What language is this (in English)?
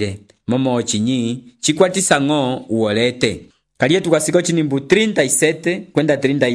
Umbundu